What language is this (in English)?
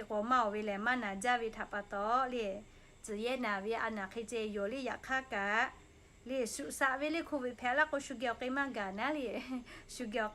Lahu